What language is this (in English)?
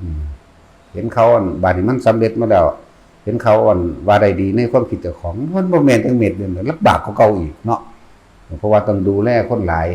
Northeastern Thai